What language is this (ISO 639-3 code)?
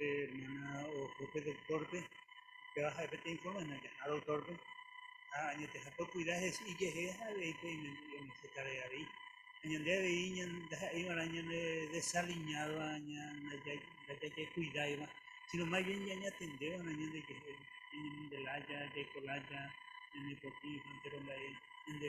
grn